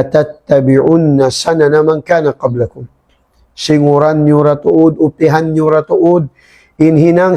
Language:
Tausug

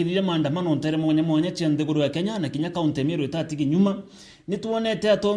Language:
Meru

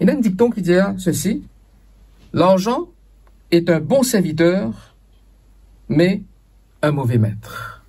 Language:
Morisyen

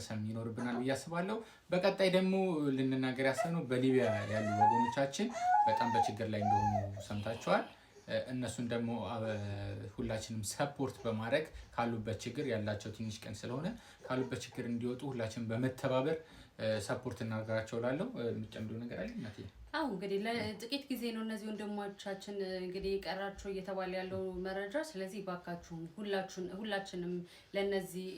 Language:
Amharic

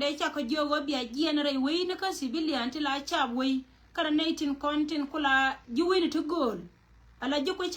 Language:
Nuer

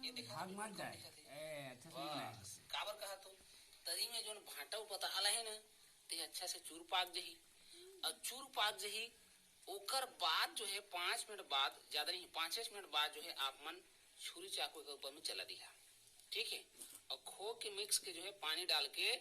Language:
Chhattisgarhi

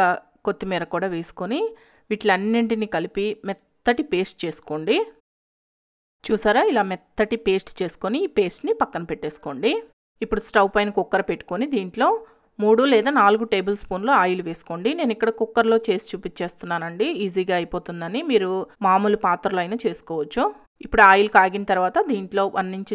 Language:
Telugu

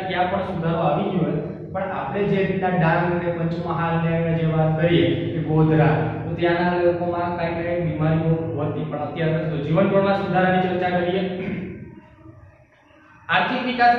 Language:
Gujarati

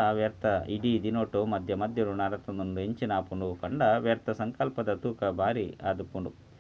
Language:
Tulu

